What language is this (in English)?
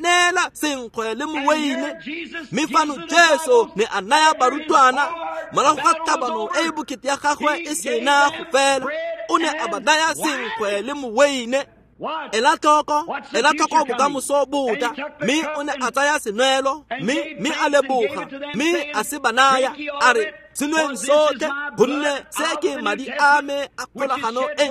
Tswana